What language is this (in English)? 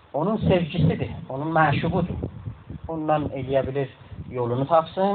South Azerbaijani